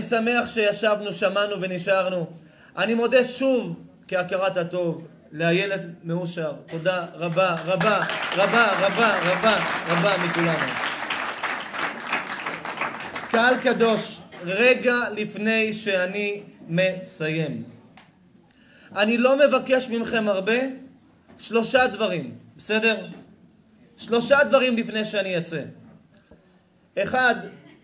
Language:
Hebrew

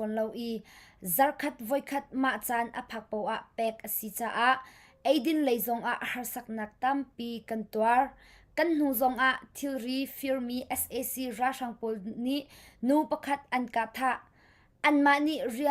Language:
Hakha Chin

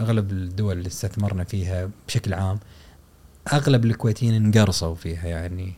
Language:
Gulf Arabic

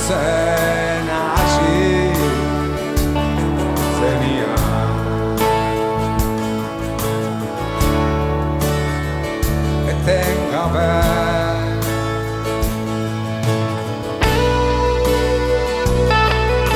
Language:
Basque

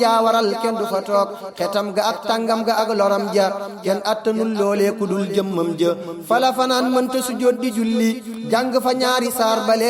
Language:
Wolof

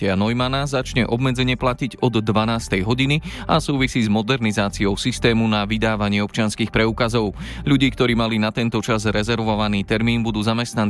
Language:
Slovak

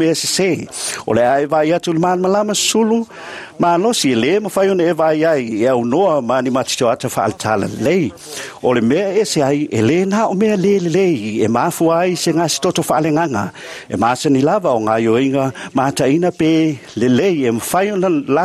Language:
Samoan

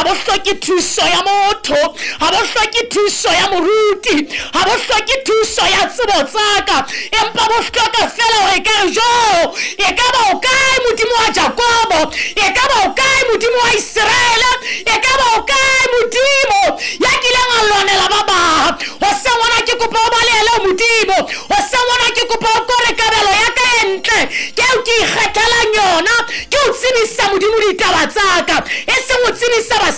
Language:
Southern Sotho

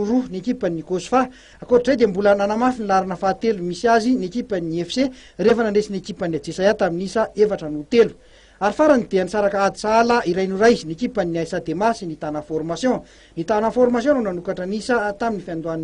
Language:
Malagasy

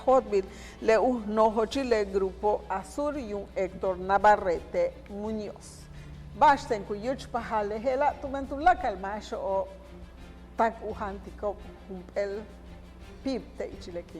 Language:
Yucateco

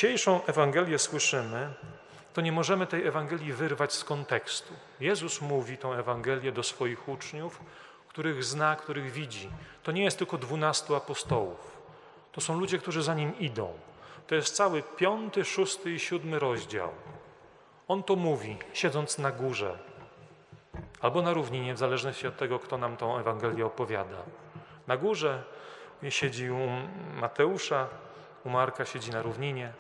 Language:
Polish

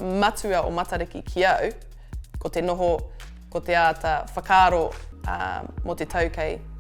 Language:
Māori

